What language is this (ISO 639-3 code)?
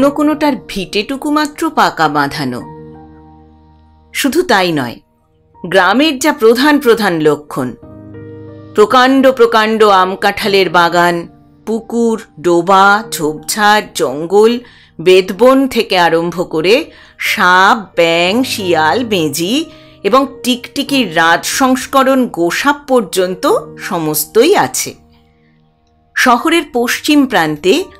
ben